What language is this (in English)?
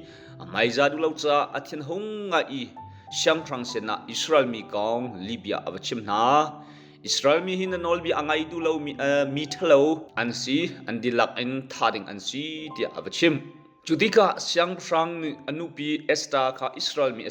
Hakha Chin